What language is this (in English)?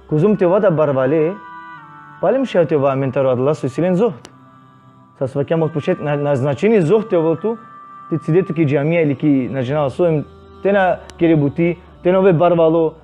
Balkan Romani